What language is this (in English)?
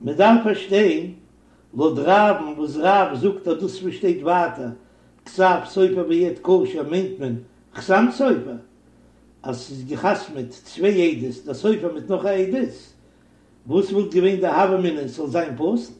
Yiddish